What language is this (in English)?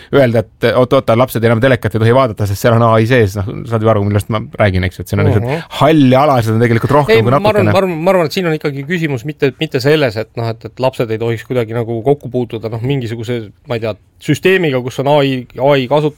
Estonian